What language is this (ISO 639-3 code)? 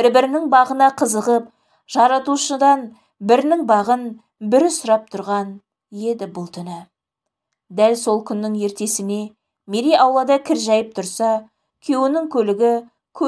kaz